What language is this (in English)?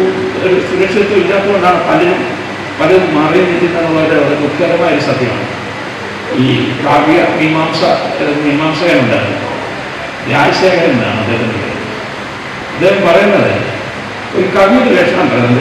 Malayalam